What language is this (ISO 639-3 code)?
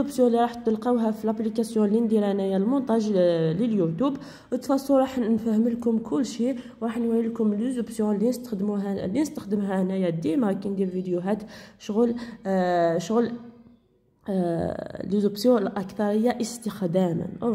arq